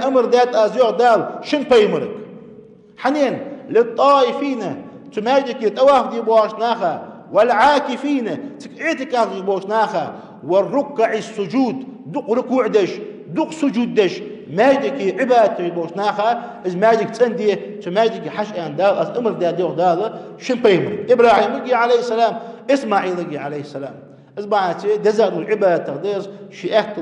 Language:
Ingush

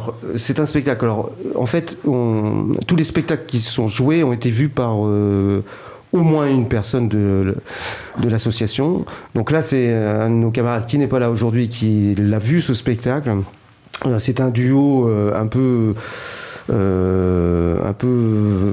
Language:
French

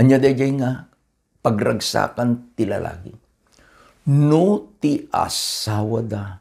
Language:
Iloko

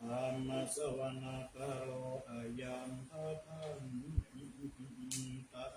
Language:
Pali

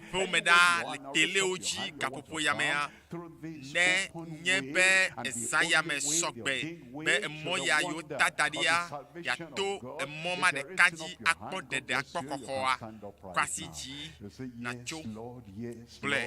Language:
Ewe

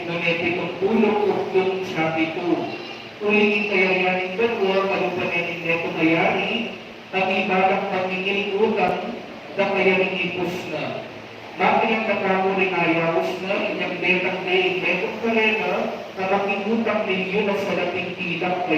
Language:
Pampanga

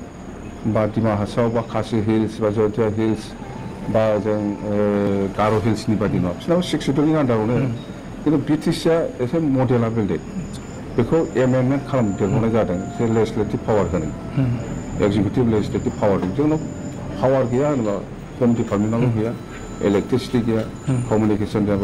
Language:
Bodo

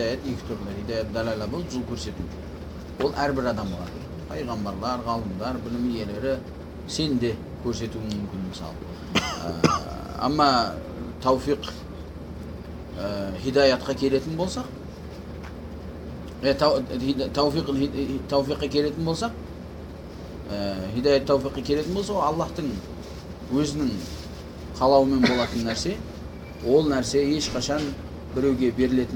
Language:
Kazakh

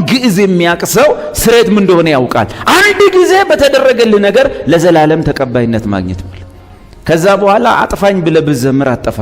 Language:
Amharic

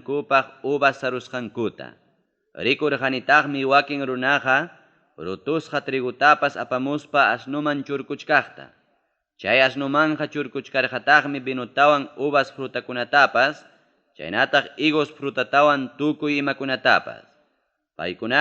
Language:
Ayacucho Quechua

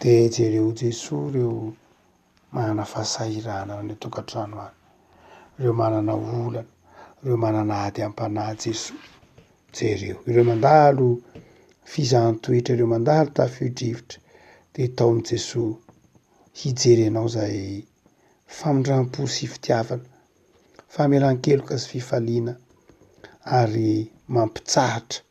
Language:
Malagasy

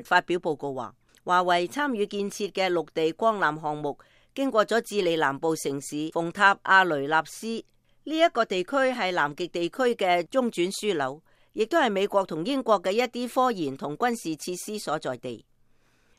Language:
Cantonese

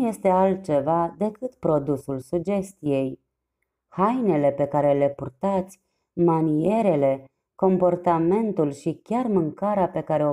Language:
Romanian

